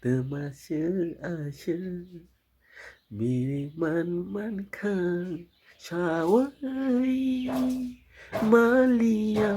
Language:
Kok Borok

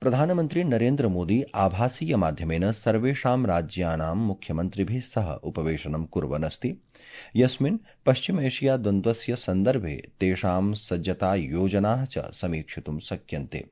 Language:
Sanskrit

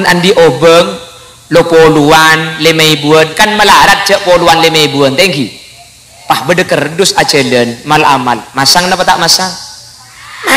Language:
Madurese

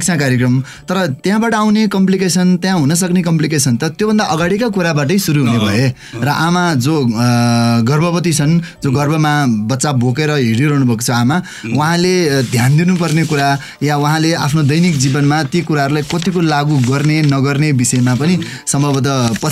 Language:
Nepali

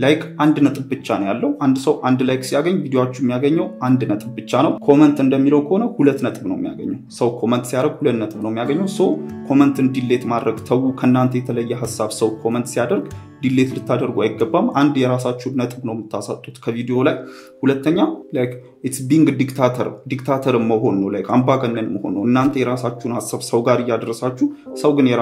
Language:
Amharic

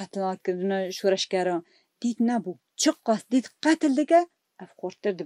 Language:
Kurdish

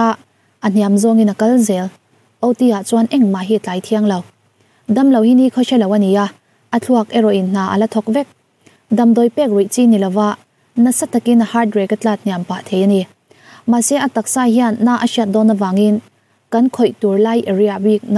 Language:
Mizo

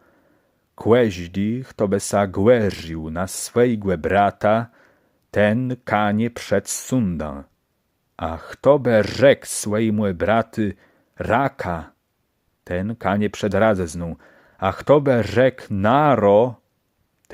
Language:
Kashubian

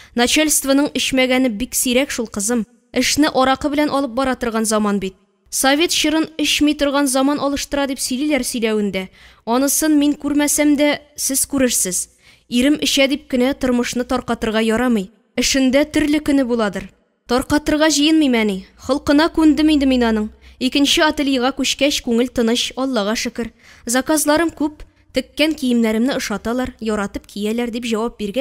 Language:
Tatar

